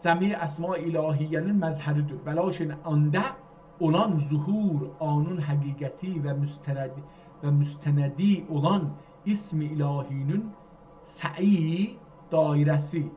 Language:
South Azerbaijani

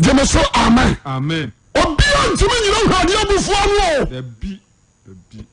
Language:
Akan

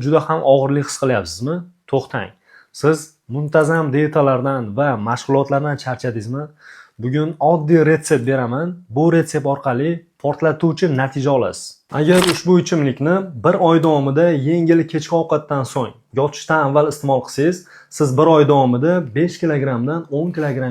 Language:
Uzbek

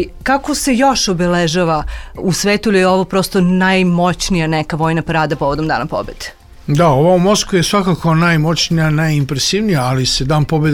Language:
Serbian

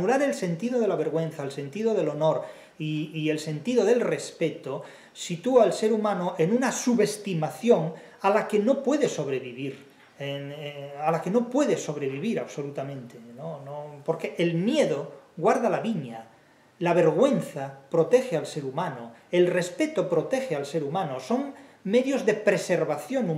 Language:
Spanish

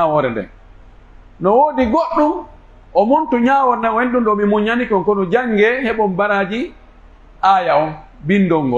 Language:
Pular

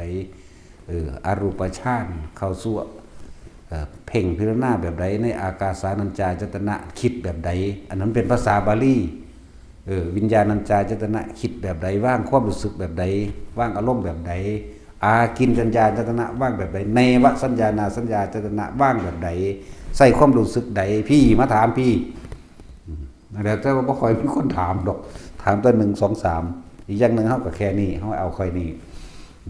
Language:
Northeastern Thai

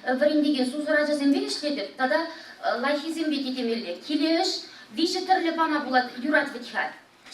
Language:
Chuvash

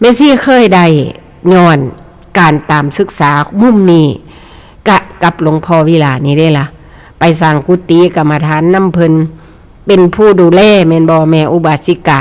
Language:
Northeastern Thai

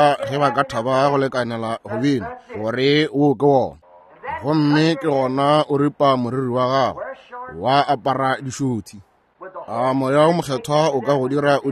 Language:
Northern Sotho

